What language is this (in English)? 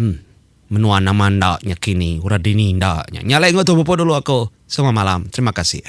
Iban